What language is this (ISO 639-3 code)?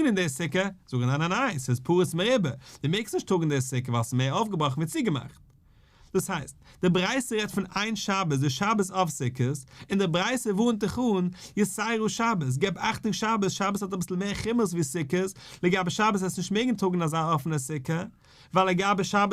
yid